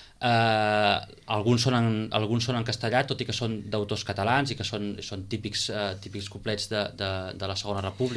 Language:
Catalan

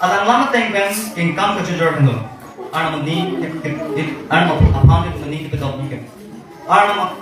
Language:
Karbi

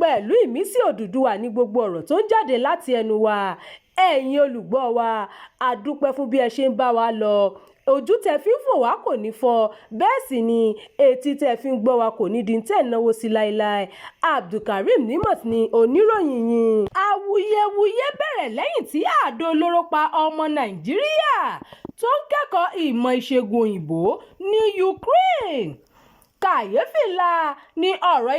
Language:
Yoruba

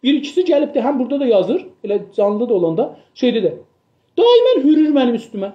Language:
South Azerbaijani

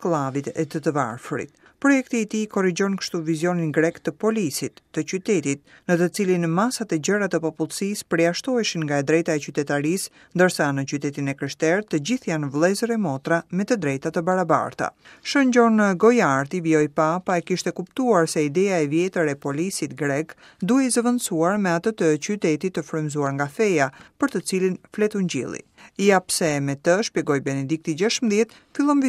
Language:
Albanian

